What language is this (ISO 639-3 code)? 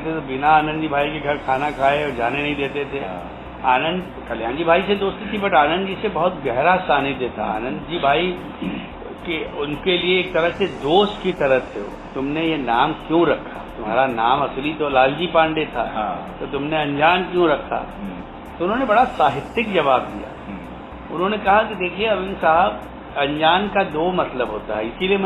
hin